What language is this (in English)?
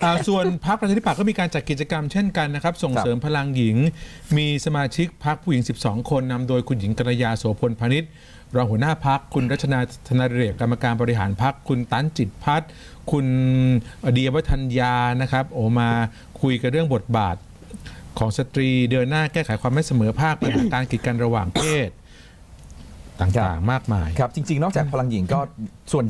Thai